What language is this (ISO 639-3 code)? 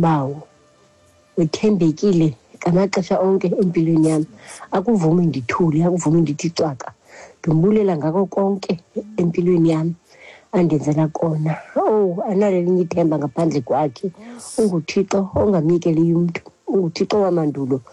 xho